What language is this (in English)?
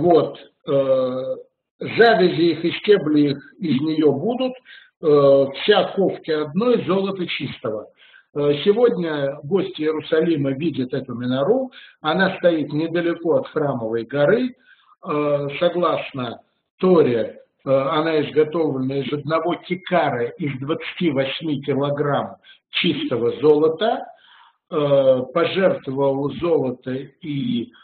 Russian